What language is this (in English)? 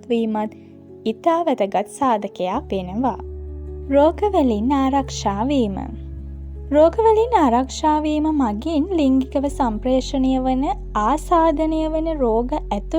Sinhala